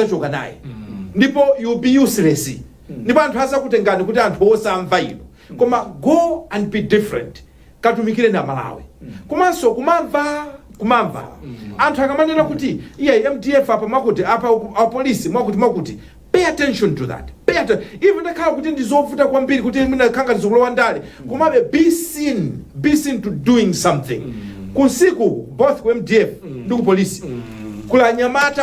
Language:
Nyanja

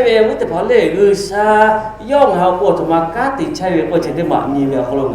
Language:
Lahu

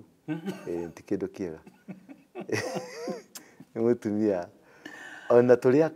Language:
Kikuyu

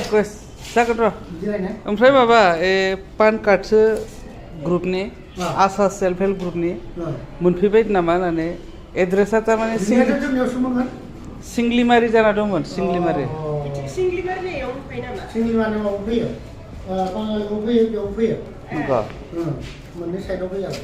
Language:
Bodo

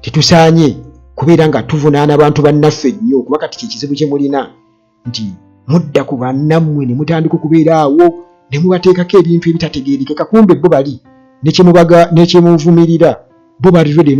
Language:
Ganda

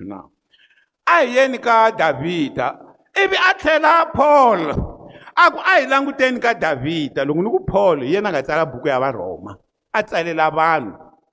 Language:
Tsonga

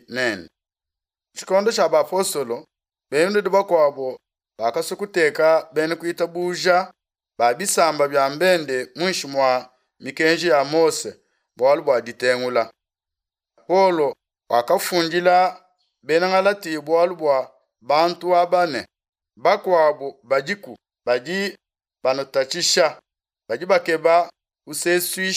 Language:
Luba-Lulua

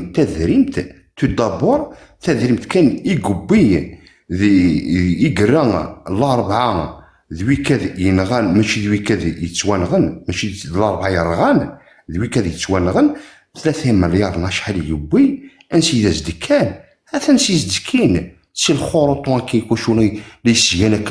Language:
Kabyle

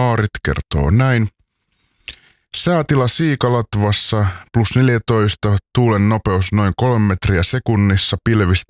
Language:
Finnish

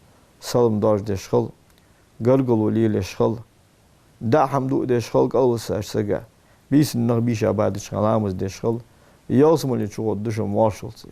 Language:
Ingush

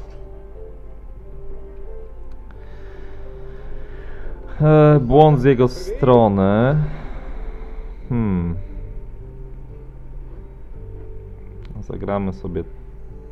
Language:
Polish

